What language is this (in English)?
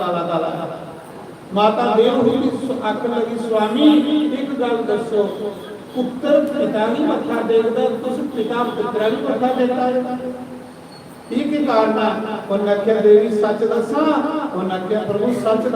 Dogri